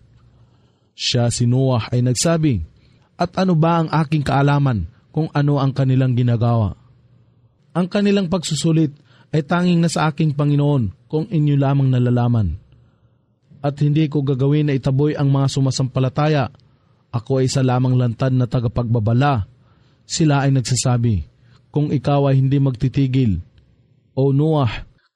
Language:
Filipino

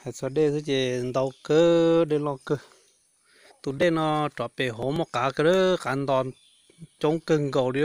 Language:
Hmong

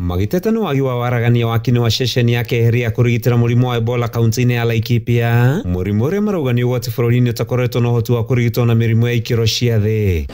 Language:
Kikuyu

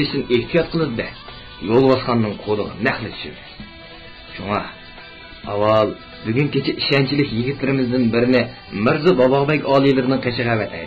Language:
Uyghur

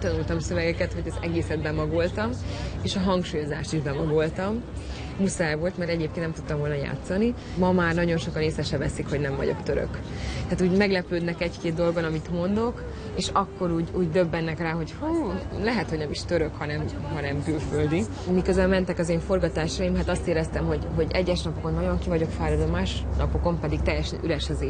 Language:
Hungarian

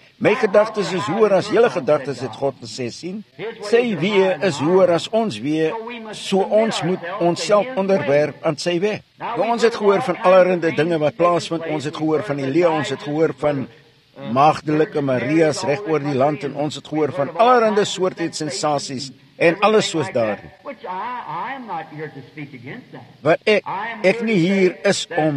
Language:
Afrikaans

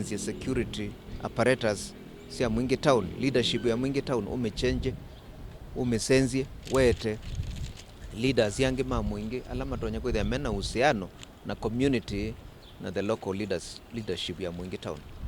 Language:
Kamba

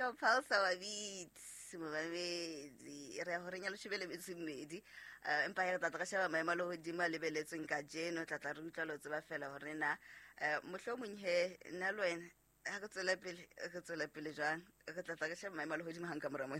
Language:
Southern Sotho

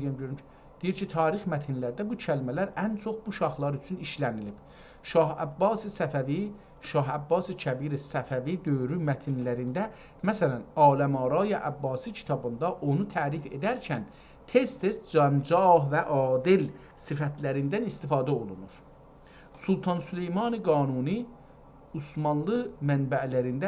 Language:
South Azerbaijani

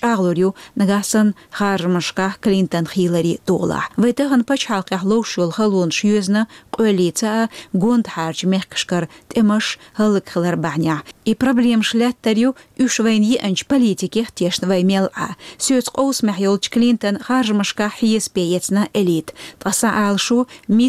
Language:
Chechen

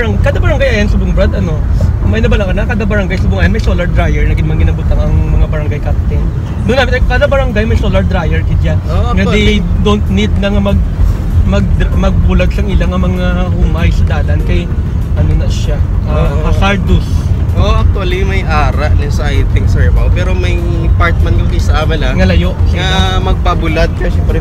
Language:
Hiligaynon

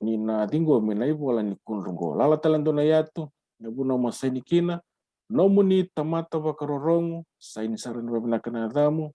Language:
Fijian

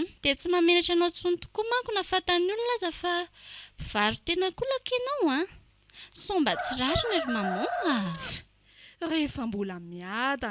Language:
Malagasy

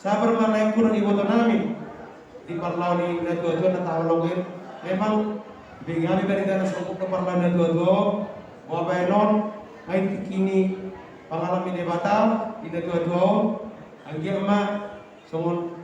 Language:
Batak Toba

